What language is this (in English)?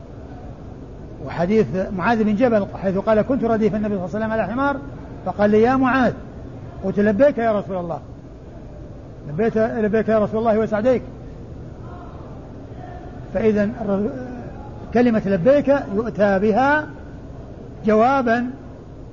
Arabic